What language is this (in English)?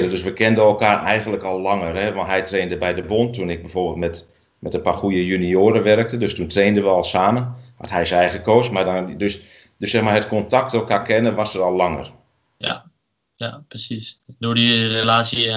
Dutch